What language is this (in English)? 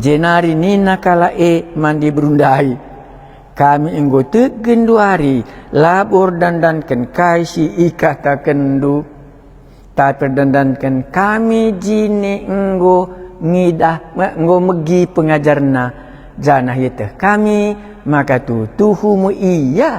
Batak Karo